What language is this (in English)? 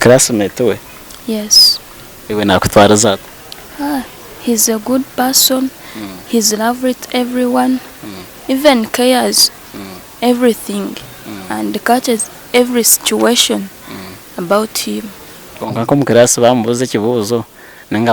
Nyankole